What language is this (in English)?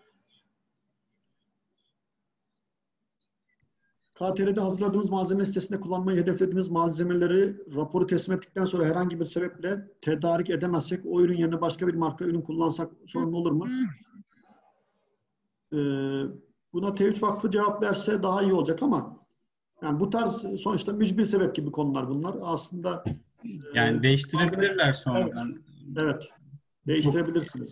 Turkish